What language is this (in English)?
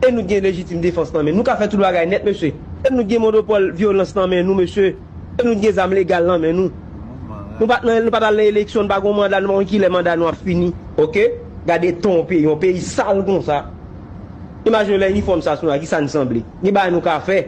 Haitian Creole